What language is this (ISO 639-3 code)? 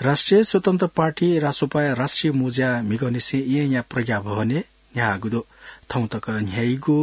new